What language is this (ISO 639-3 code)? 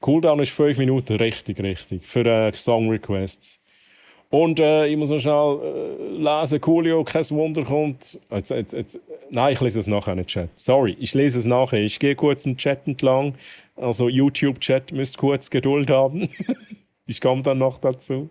gsw